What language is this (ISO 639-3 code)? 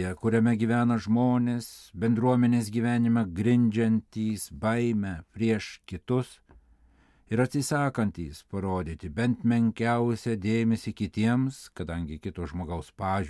lit